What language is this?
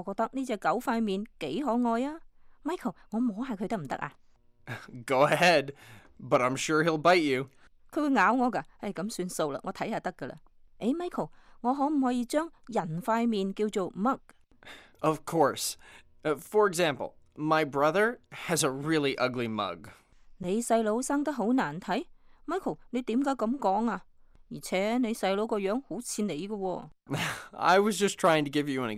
Cantonese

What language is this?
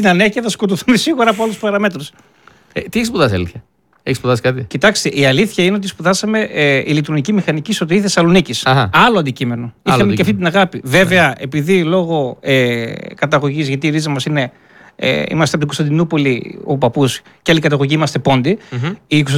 Greek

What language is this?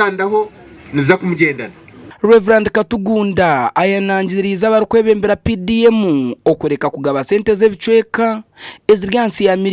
Nyankole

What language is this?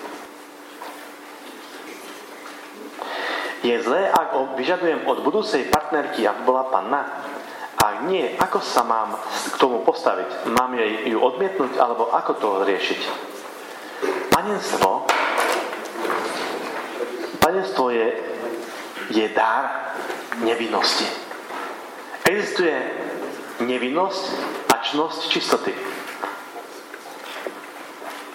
Slovak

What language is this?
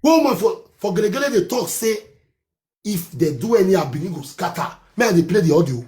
Nigerian Pidgin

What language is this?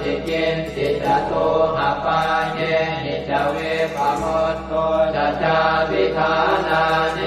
Pali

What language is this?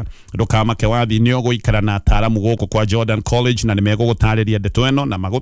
Kikuyu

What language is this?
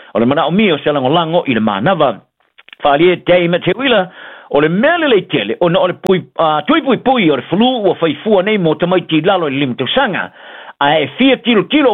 Samoan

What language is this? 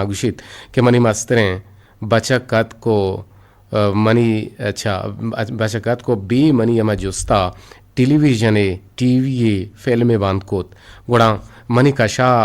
Eastern Balochi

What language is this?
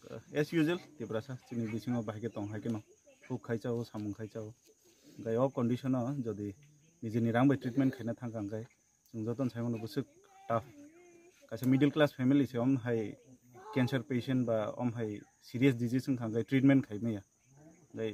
Kok Borok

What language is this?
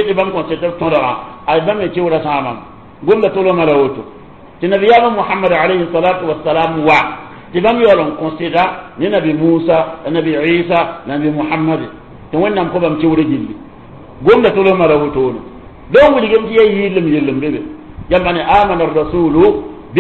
Mossi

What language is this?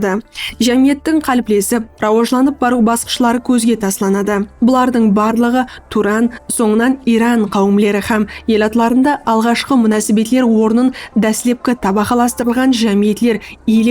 Kara-Kalpak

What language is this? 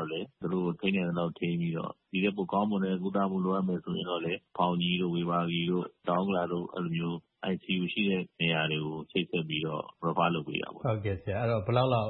Burmese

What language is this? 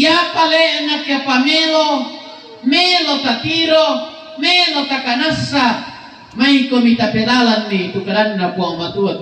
Toraja-Sa'dan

